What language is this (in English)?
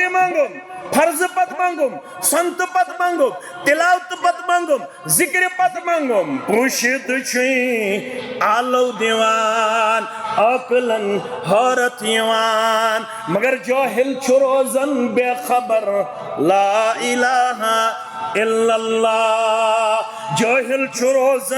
Kashmiri